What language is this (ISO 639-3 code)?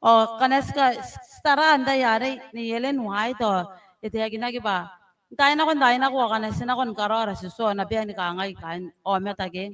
gil